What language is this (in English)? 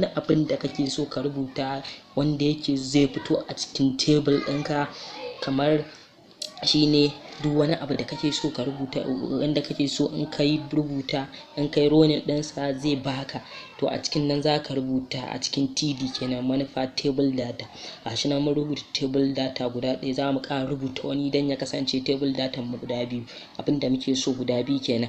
Hausa